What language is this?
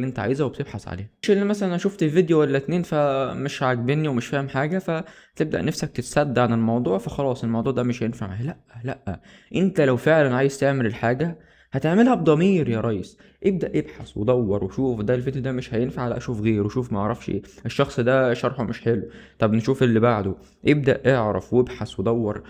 Egyptian Arabic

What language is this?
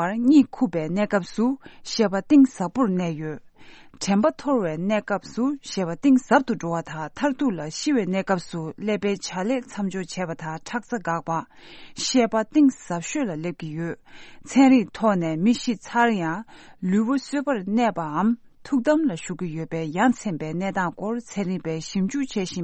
Tibetan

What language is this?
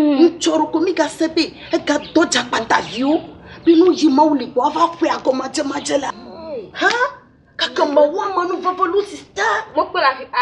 Ewe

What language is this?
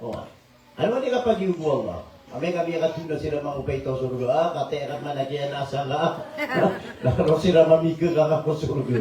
Maranao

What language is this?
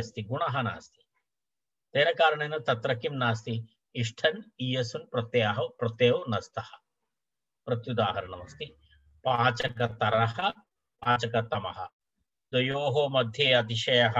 Sanskrit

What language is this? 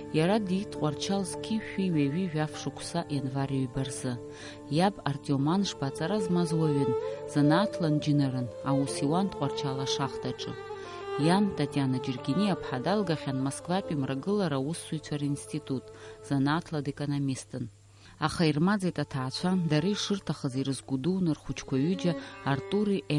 Abkhazian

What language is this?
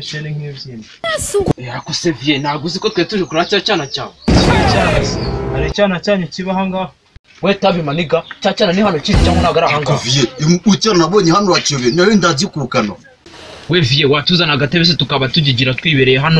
Kinyarwanda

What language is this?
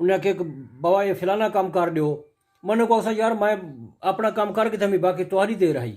Saraiki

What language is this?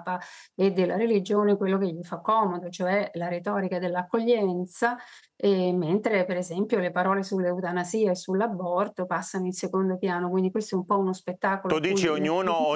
Italian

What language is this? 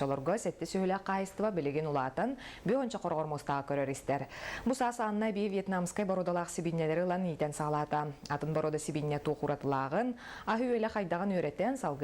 Yakut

